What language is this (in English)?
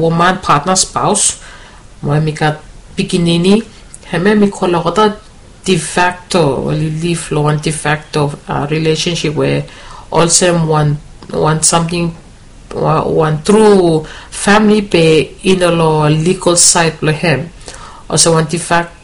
Bislama